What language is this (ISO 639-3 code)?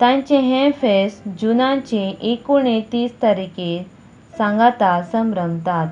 kok